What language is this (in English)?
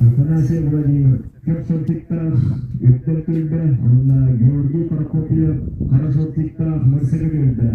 Yakut